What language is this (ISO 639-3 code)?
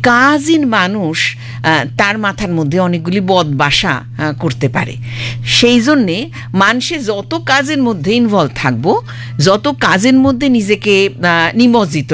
ben